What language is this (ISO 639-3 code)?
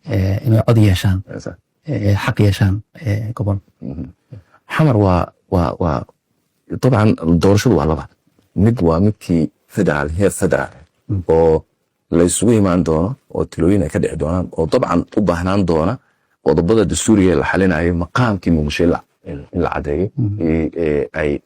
som